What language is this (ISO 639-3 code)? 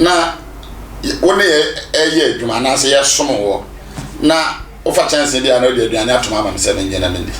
aka